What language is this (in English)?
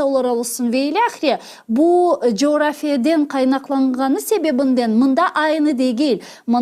Crimean Tatar